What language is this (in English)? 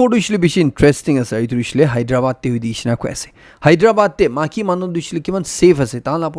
Naga Pidgin